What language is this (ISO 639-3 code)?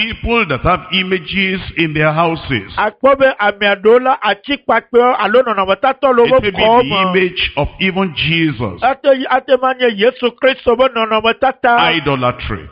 ewe